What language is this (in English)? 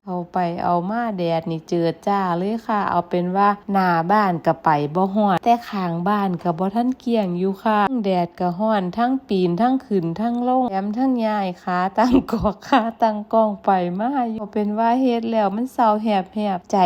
Northeastern Thai